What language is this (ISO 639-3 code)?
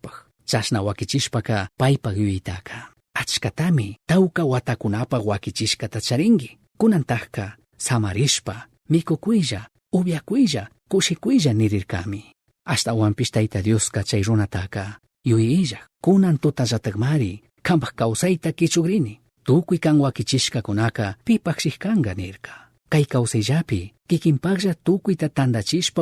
qug